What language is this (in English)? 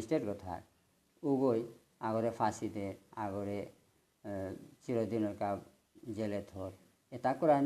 Bishnupriya